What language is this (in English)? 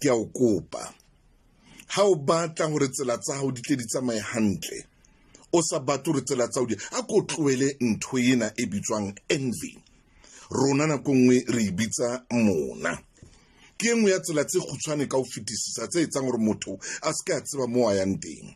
Southern Sotho